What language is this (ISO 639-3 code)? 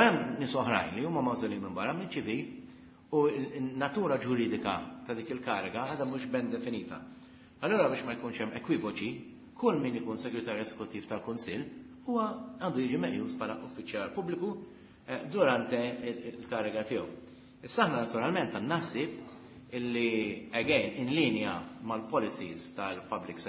mlt